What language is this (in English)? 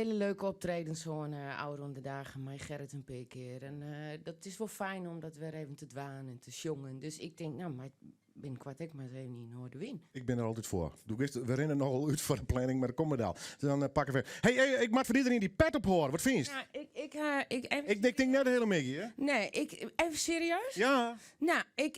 Western Frisian